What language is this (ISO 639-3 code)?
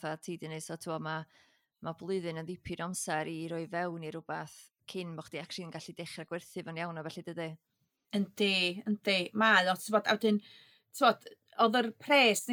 cym